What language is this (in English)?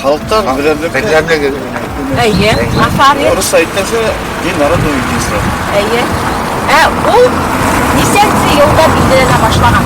Bashkir